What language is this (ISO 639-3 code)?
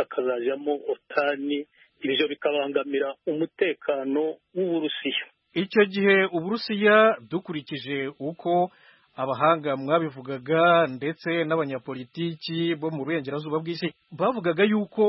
kin